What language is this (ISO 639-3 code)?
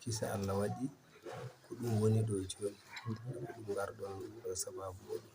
ful